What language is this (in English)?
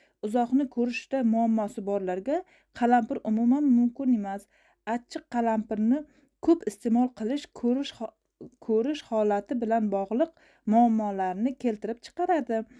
Uzbek